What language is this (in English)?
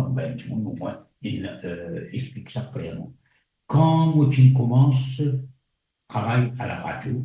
Morisyen